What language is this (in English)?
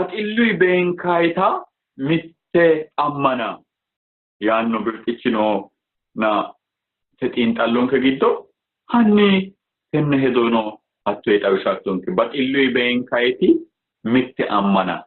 Sidamo